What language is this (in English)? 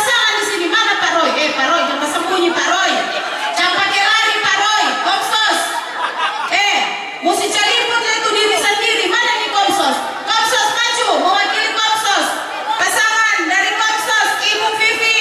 Manado Malay